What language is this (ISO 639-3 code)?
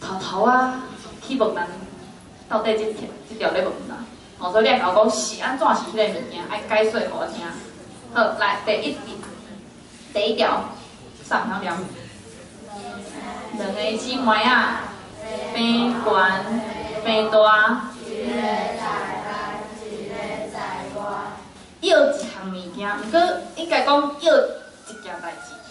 nan